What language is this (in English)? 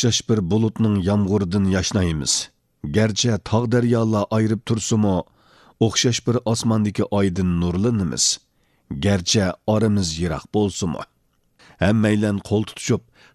Uyghur